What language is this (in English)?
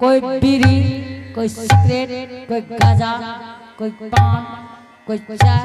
Angika